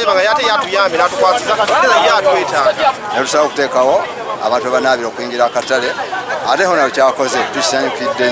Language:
Ganda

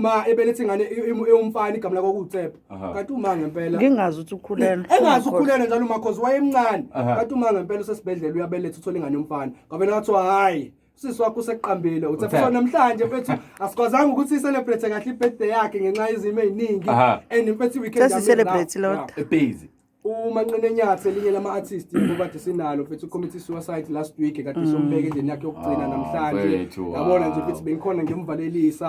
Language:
Zulu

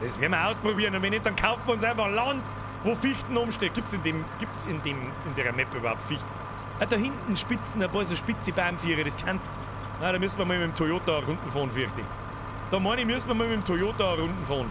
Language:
Bavarian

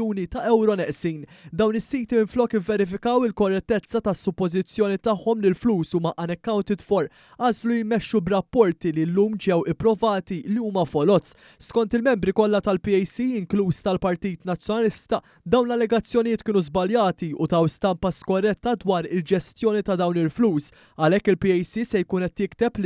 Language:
Maltese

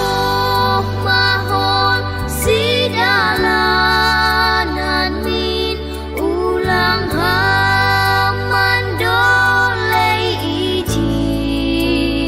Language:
Batak Simalungun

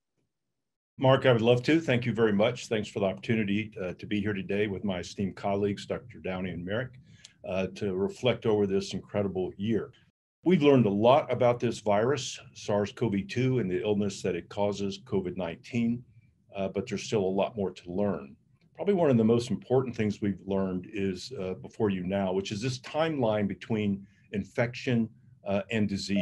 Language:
English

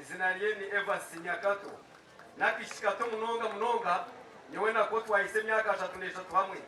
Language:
Nyankole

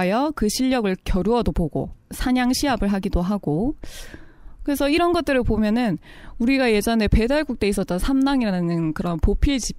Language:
Korean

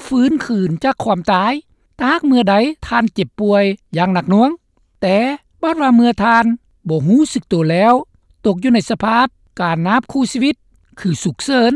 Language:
Lao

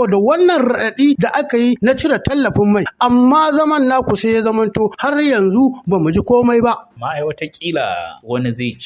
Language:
Hausa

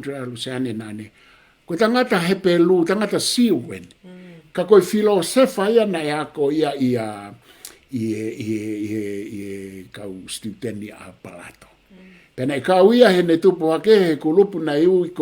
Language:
Tongan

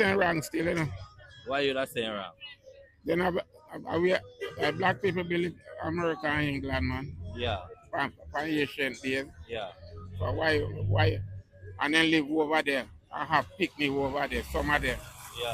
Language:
Jamaican Creole English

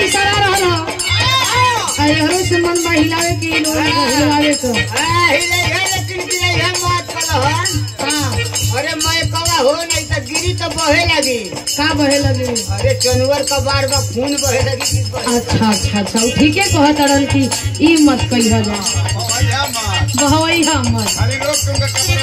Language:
Bhojpuri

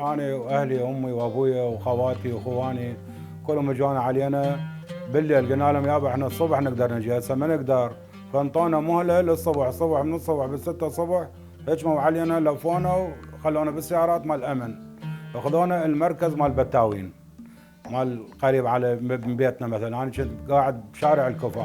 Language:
Mesopotamian Arabic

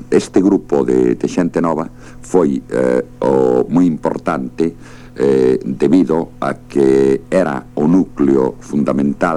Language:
Galician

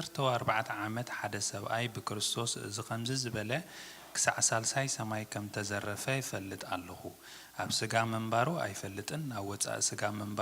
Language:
Tigrinya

